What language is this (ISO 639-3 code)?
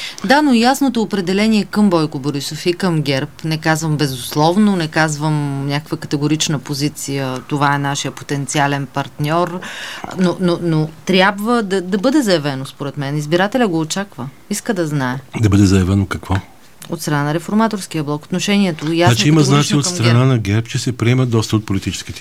bul